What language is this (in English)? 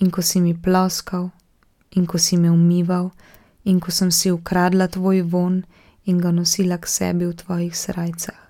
Slovenian